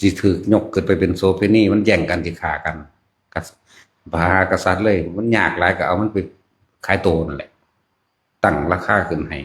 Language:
Northeastern Thai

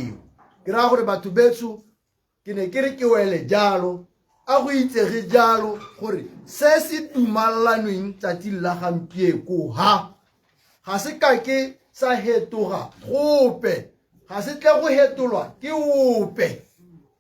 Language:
Tswana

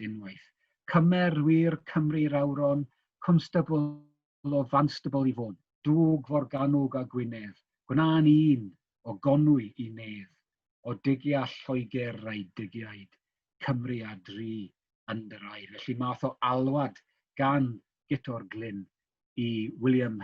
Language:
Welsh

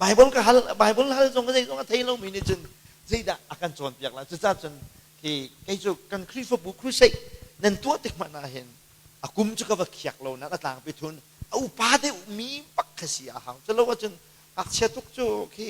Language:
Hakha Chin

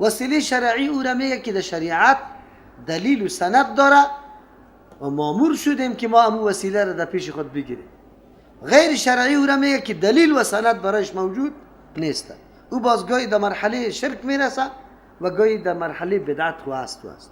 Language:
Persian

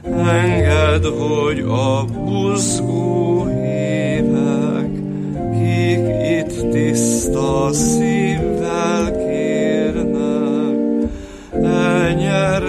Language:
Hungarian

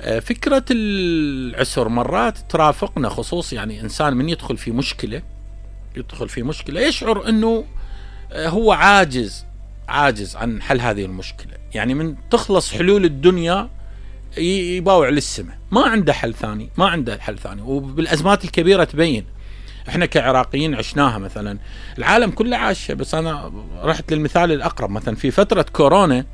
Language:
Mesopotamian Arabic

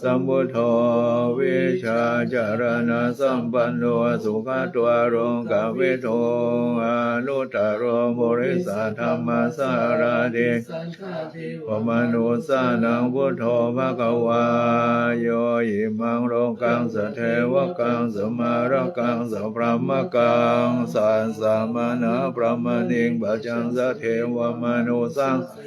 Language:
Pali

